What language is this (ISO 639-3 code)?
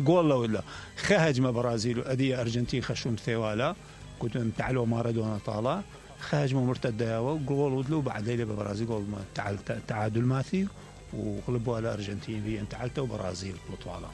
acm